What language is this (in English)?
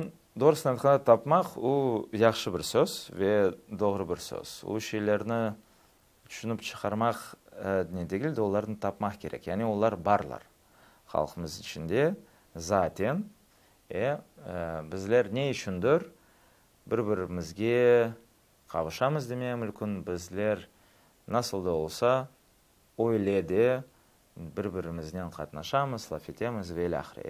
Crimean Tatar